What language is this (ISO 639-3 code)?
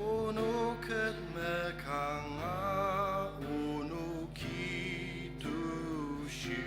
njo